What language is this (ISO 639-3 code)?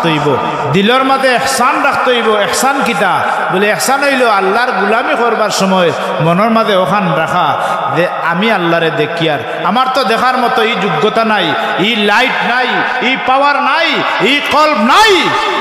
syl